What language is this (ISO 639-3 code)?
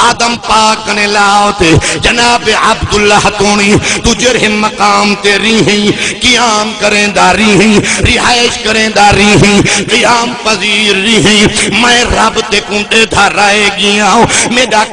skr